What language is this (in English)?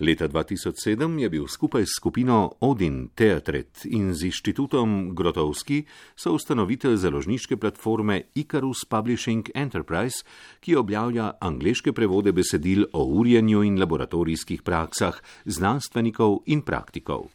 Slovenian